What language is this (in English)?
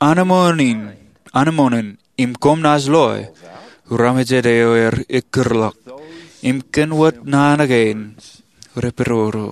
Marshallese